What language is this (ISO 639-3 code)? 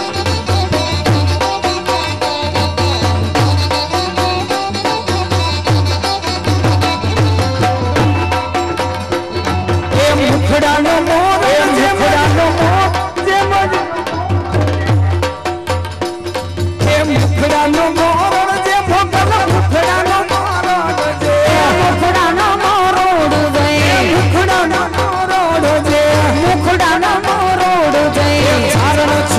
guj